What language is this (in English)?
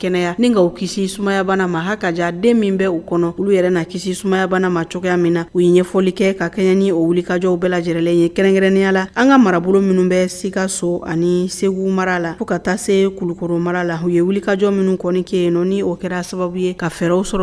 Bambara